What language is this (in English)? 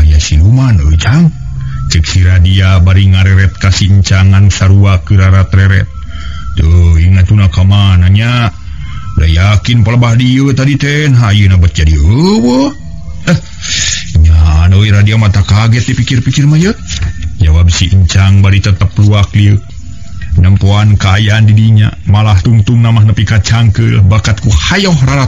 Sundanese